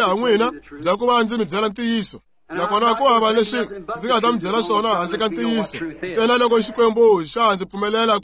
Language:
Tsonga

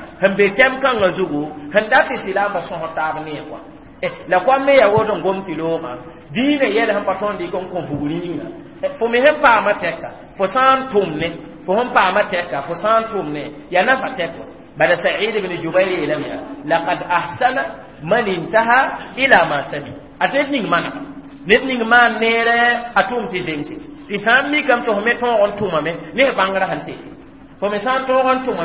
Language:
Mossi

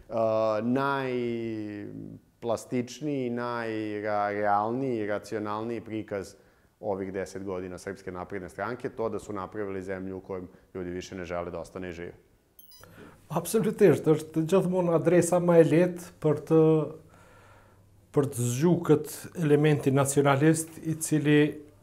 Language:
Serbian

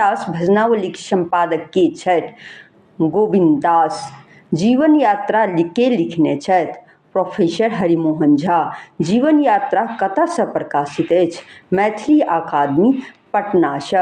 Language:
Maithili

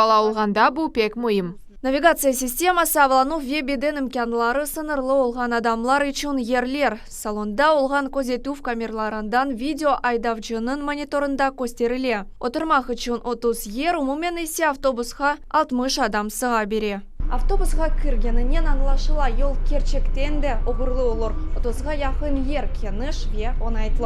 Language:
Crimean Tatar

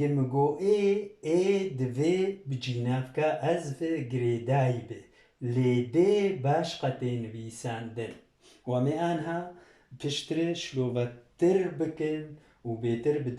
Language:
Kurdish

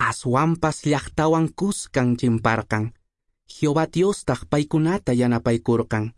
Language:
Quechua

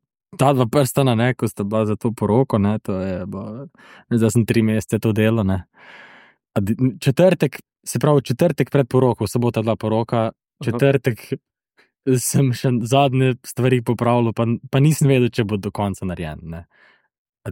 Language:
Slovenian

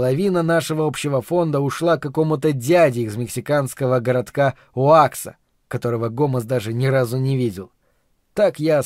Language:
Russian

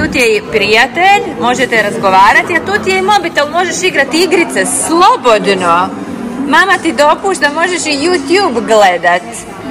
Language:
Croatian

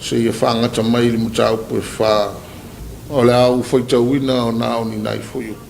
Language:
Samoan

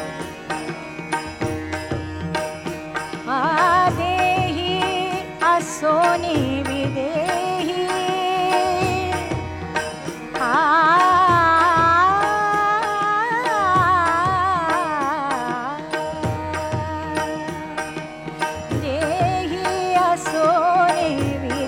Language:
Marathi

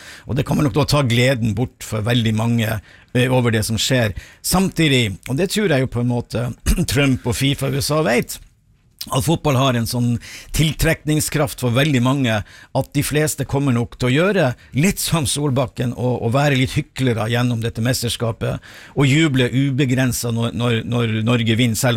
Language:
Norwegian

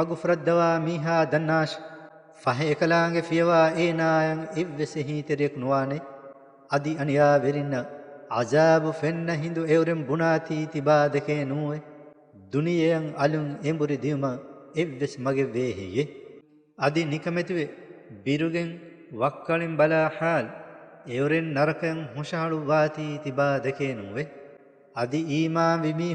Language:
Divehi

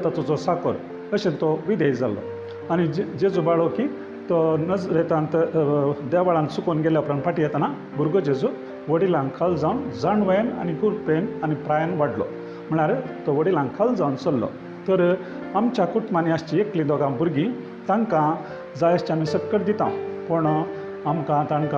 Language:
Konkani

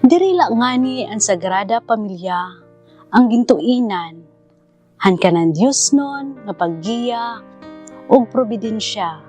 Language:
Waray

